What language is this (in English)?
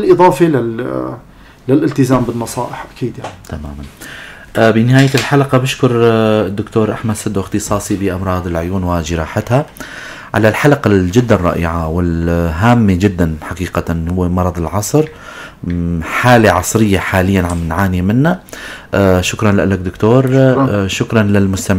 North Levantine Arabic